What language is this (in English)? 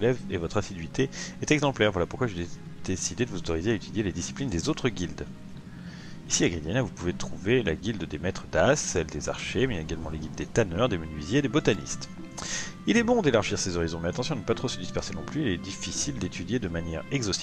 French